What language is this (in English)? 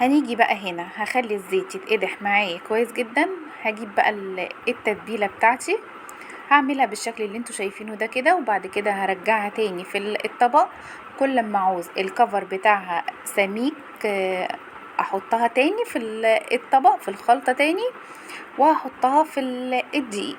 Egyptian Arabic